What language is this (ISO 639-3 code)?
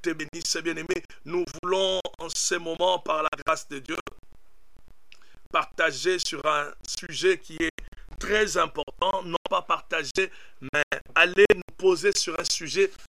fra